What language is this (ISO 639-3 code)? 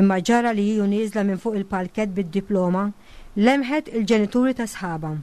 mlt